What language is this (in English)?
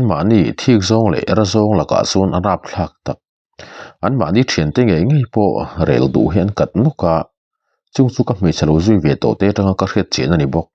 Mizo